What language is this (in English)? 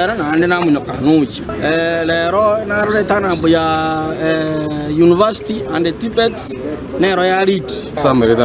Gusii